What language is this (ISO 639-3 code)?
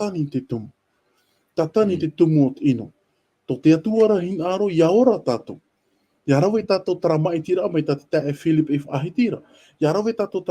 tah